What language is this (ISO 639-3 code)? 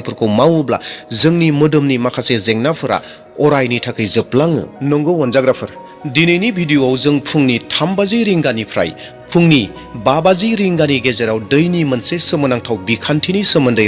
brx